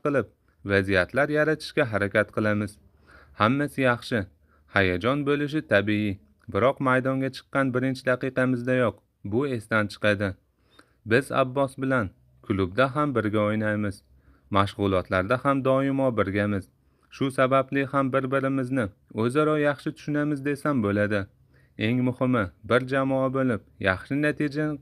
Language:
Uzbek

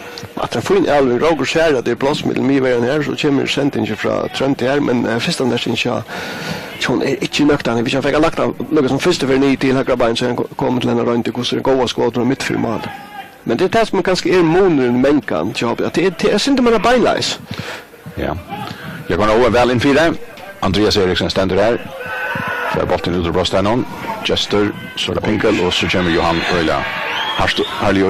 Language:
Faroese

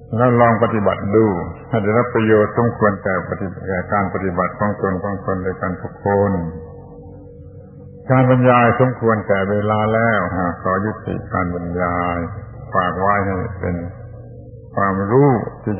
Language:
Thai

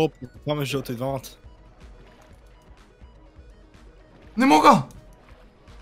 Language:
Bulgarian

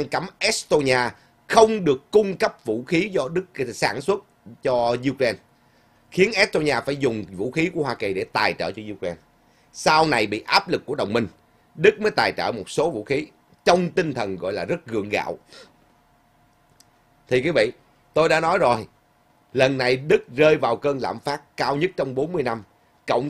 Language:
Vietnamese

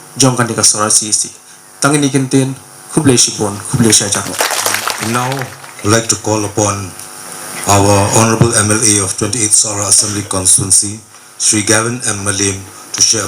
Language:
Khasi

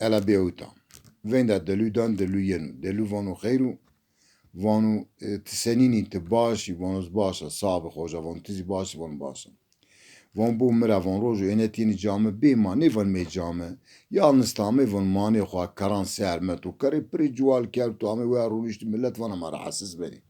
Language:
Zaza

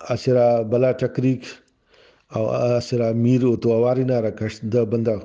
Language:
Brahui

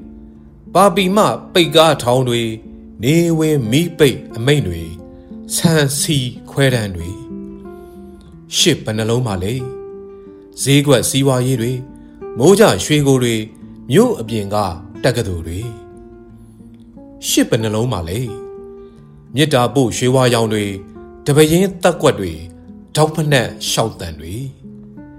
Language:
Burmese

